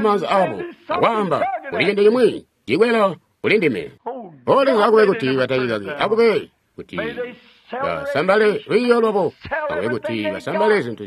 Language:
Tonga (Zambia)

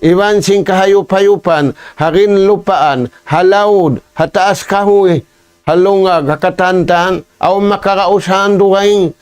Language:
Tausug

